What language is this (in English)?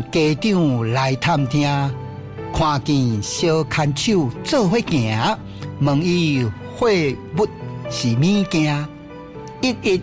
Min Nan Chinese